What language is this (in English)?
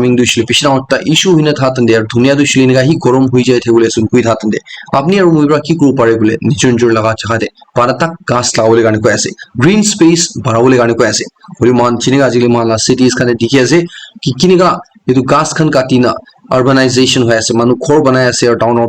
Naga Pidgin